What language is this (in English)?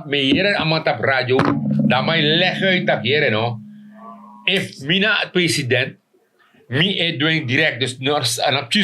Sranan Tongo